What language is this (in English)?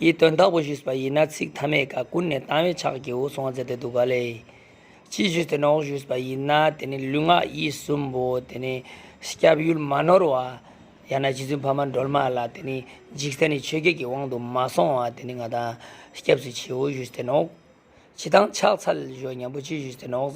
Ladakhi